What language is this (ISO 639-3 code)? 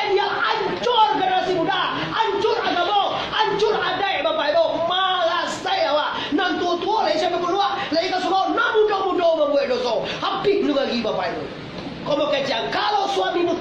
min